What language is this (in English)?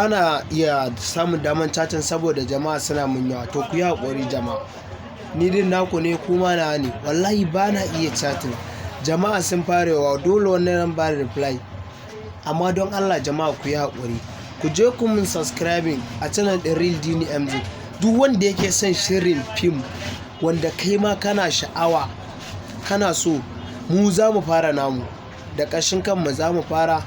Hausa